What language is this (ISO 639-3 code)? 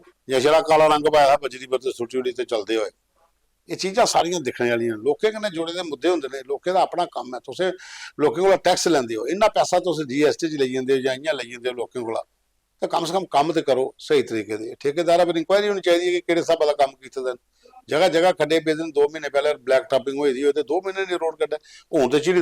doi